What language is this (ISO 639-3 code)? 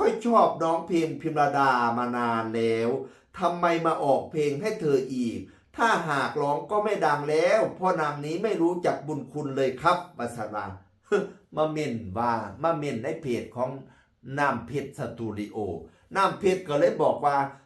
tts